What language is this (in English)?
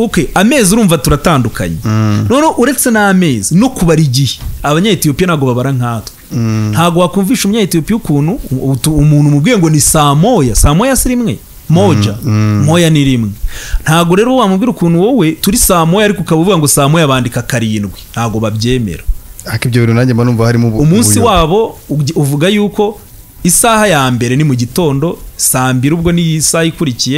Kinyarwanda